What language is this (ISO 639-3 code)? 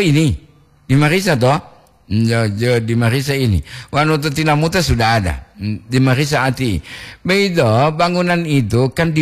gor